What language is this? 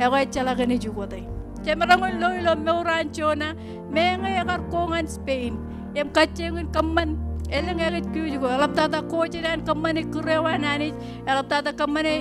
Marshallese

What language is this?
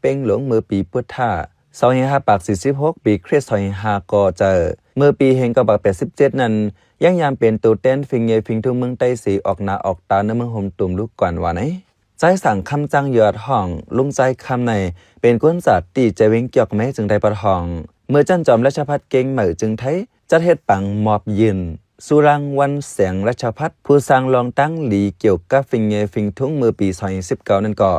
Shan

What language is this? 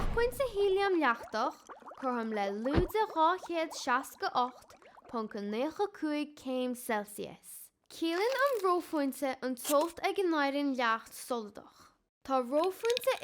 Irish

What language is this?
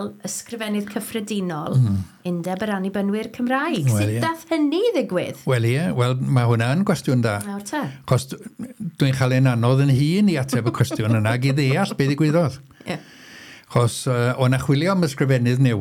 Welsh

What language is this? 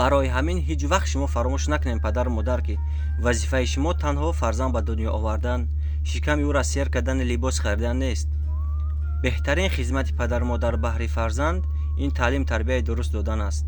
Tajik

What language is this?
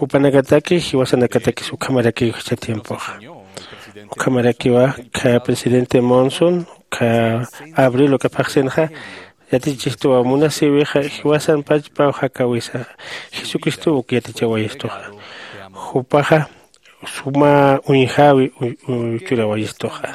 Aymara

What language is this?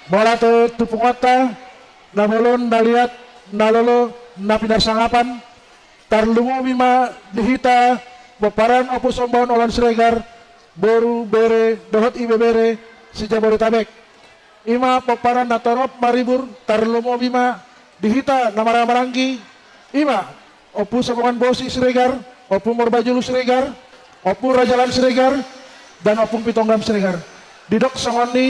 Batak Toba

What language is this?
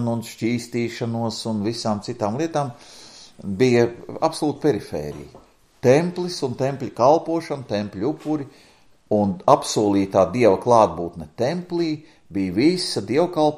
Latvian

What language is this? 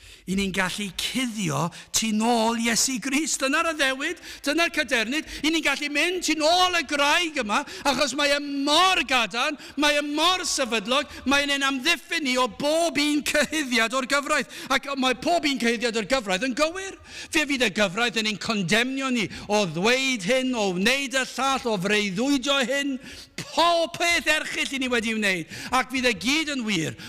Welsh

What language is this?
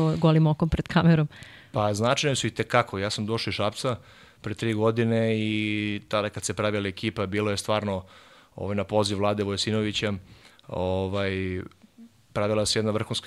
Serbian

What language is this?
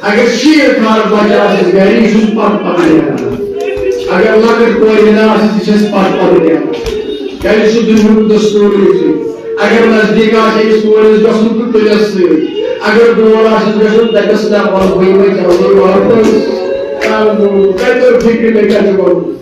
Kashmiri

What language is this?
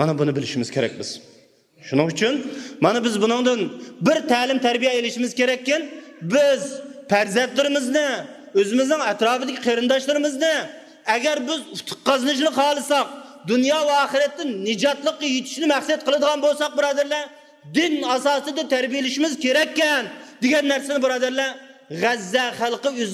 Uyghur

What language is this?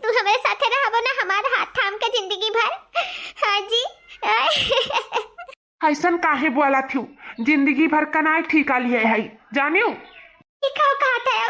Awadhi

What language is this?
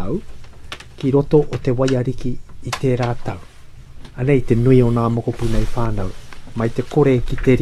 Māori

